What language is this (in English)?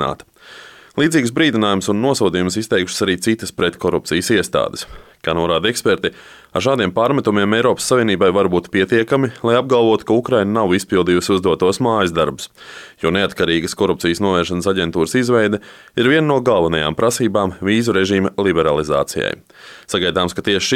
Latvian